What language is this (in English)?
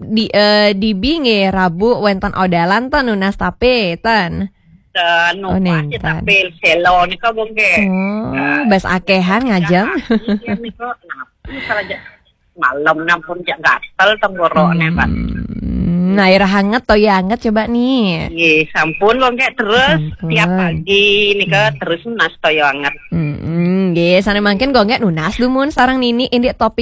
Balinese